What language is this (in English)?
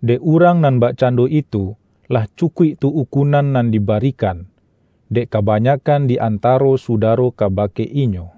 Minangkabau